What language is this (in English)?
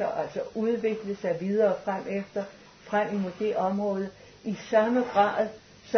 Danish